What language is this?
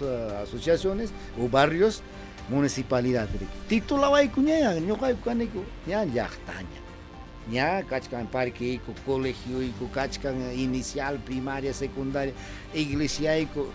Ayacucho Quechua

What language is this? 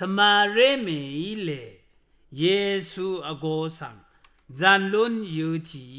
Rawang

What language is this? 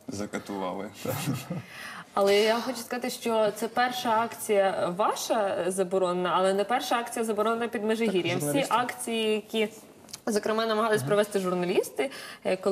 Ukrainian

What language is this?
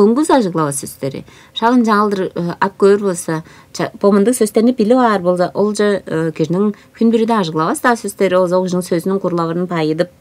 Tuvinian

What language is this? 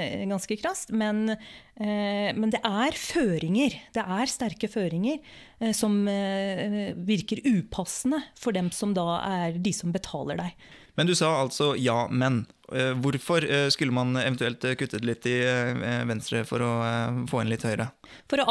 Norwegian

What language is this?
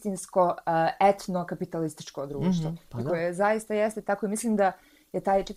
Bosnian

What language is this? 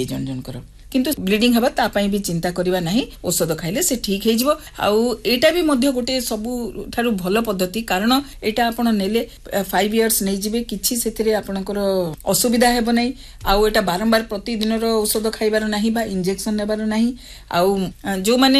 Odia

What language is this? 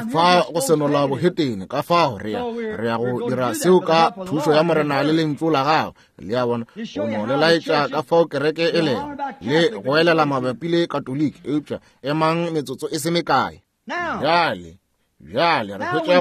Northern Sotho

